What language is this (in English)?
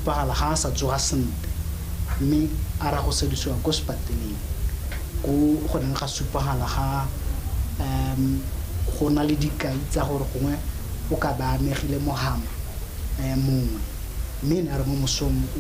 Tswana